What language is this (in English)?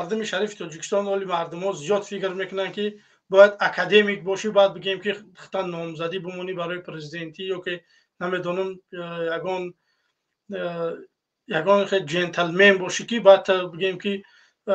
Tajik